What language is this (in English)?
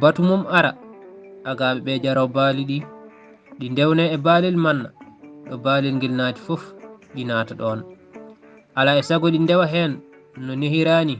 Fula